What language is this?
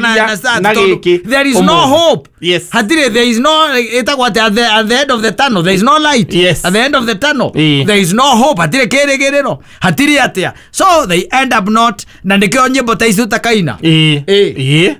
Kikuyu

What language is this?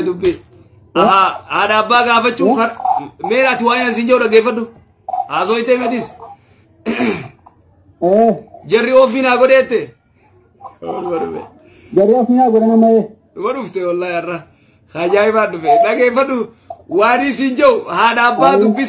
Oromo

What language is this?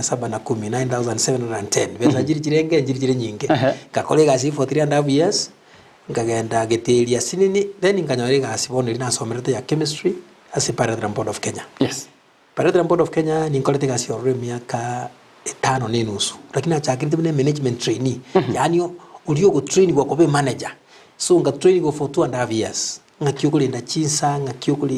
Gusii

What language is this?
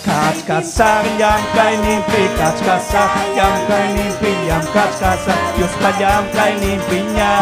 Ayacucho Quechua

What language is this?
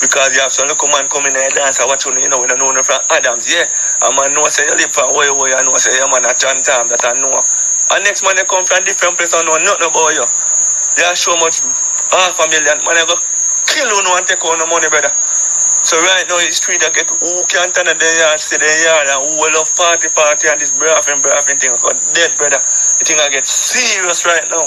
Jamaican Creole English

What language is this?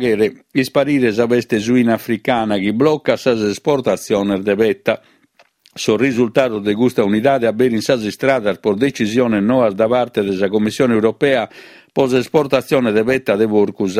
Sardinian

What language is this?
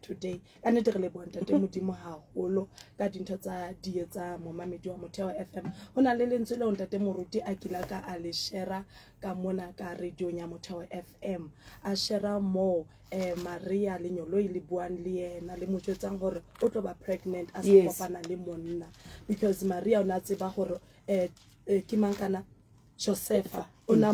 Southern Sotho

